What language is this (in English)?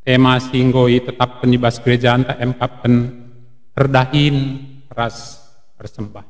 Batak Karo